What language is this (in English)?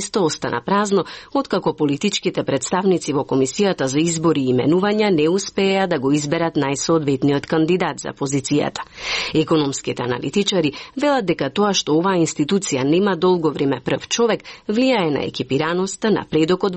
Macedonian